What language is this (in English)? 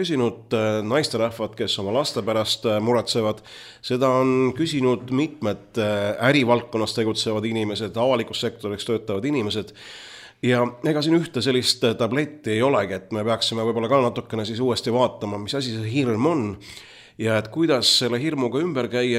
Estonian